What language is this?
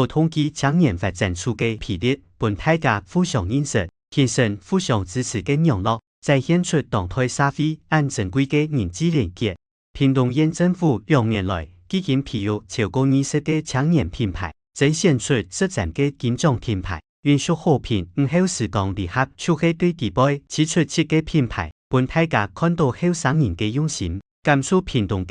Hakka Chinese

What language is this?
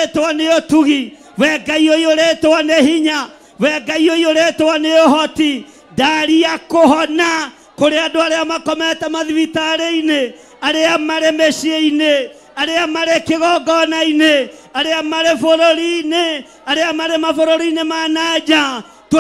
Kikuyu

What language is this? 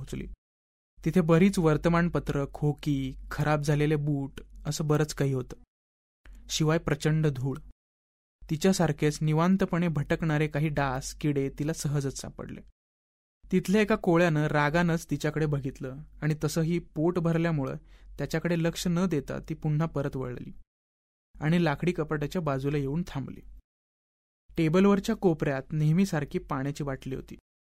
Marathi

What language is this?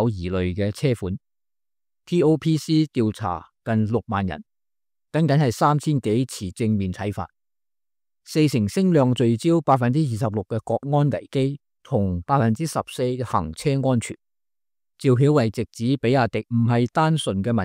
Cantonese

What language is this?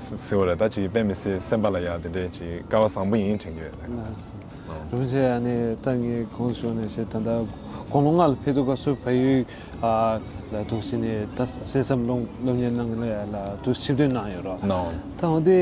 Tibetan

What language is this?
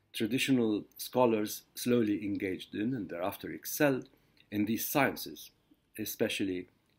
English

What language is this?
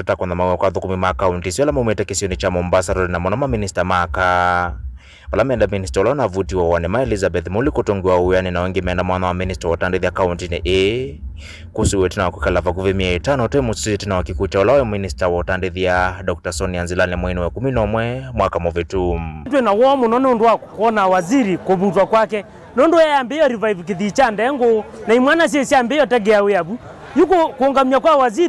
Kamba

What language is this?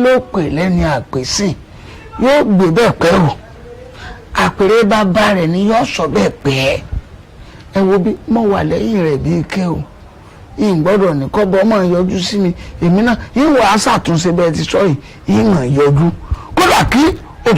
Yoruba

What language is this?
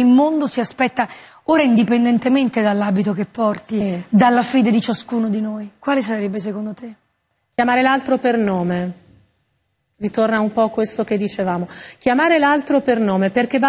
Italian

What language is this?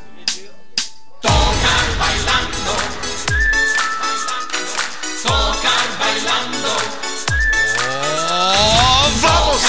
Italian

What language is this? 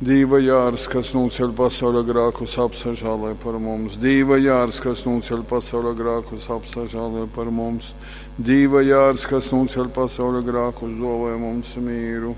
Latgalian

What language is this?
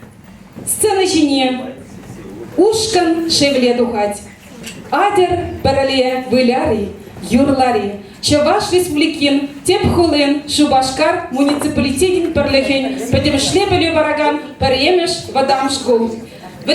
Chuvash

